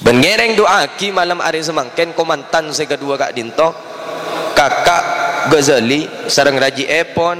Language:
Madurese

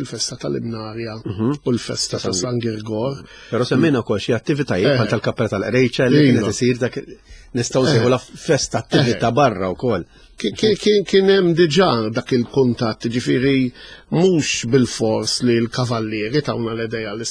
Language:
Maltese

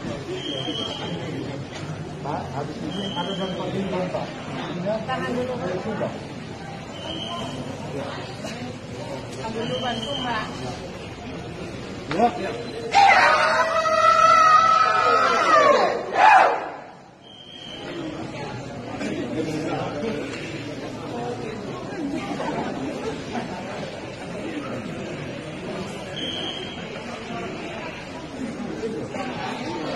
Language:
Indonesian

